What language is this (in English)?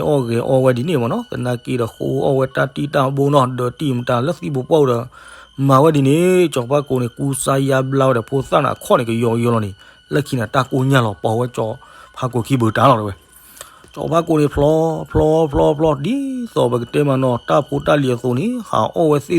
S'gaw Karen